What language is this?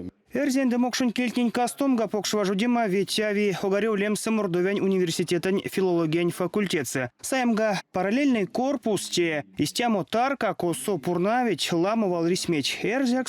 Erzya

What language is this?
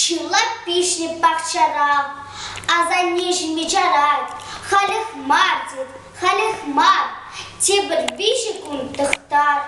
Chuvash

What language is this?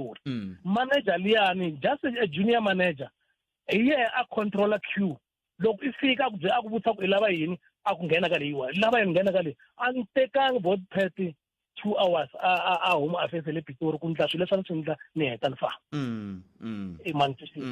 Tsonga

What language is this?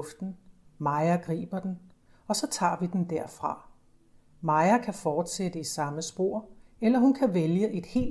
Danish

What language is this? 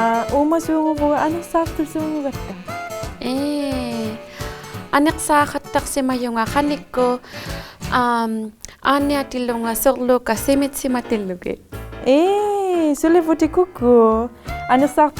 Inuktitut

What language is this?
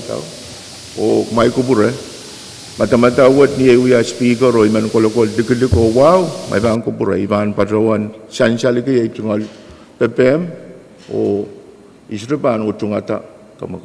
Pohnpeian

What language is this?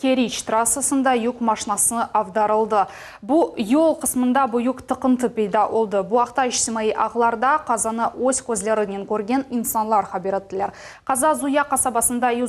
Crimean Tatar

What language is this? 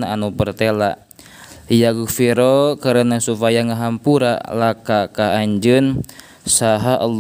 Sundanese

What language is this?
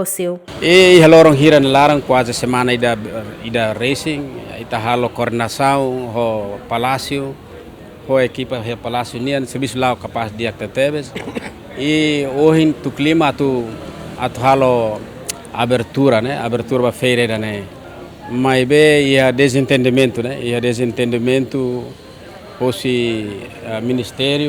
Tetum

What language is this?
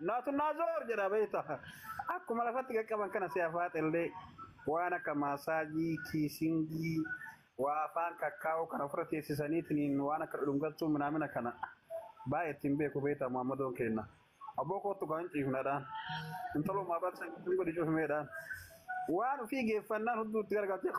Oromo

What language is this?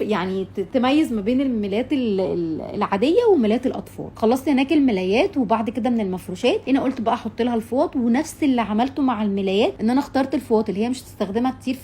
Egyptian Arabic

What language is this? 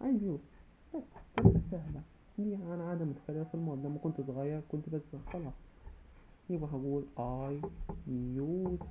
Egyptian Arabic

